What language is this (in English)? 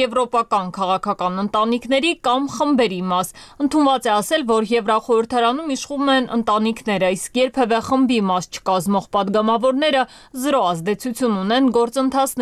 Armenian